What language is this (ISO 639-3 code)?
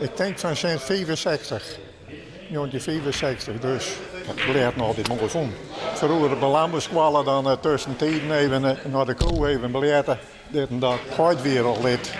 fry